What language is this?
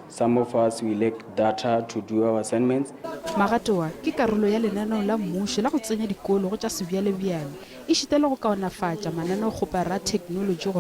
Northern Sotho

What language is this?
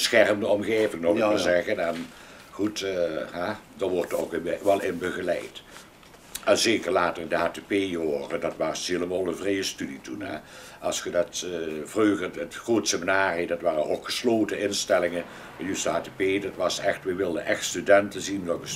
Limburgish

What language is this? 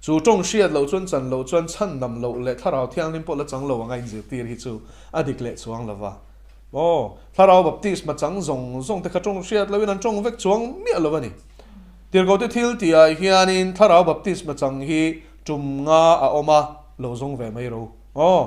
Mizo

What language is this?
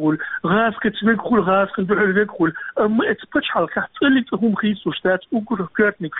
Chechen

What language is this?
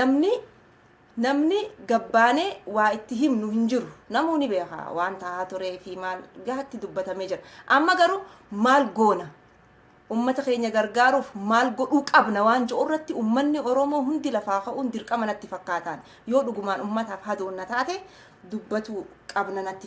Oromo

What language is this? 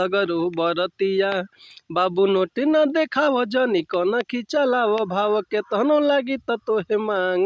Bhojpuri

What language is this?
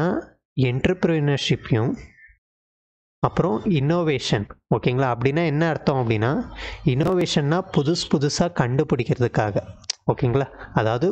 Tamil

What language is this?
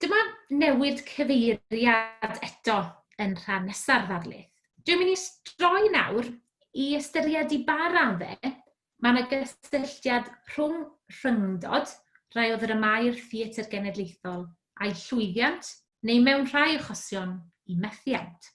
Welsh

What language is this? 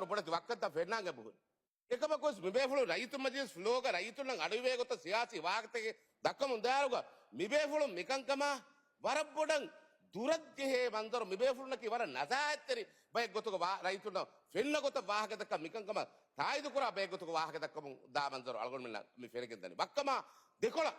Divehi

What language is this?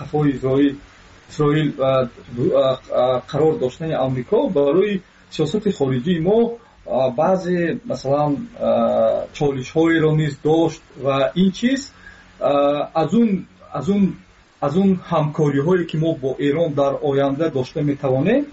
Persian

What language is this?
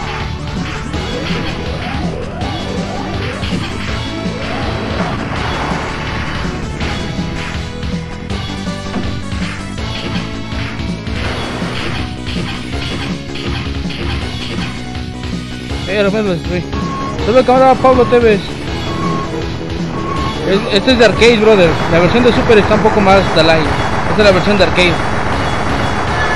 Spanish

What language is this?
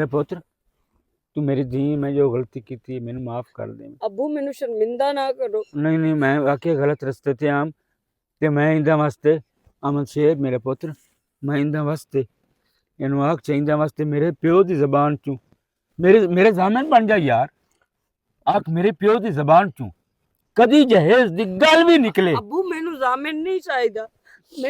Western Panjabi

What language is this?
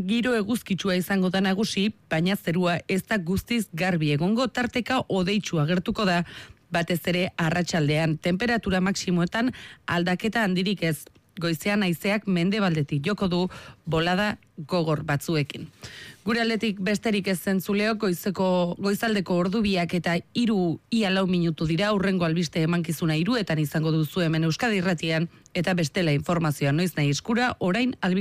Basque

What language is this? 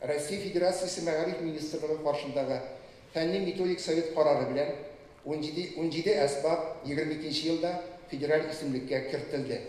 Tatar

